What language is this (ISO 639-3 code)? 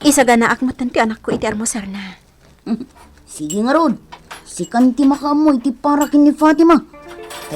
ilo